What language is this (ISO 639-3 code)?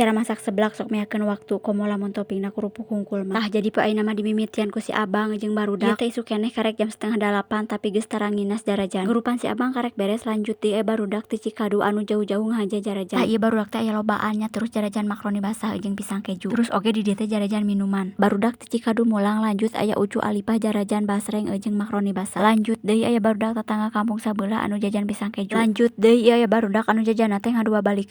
sun